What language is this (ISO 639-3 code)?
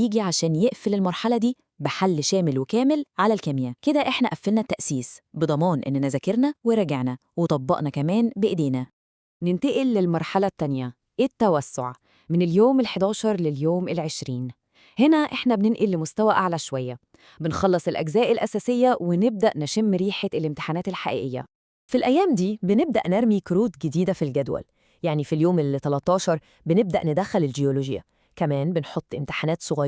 arz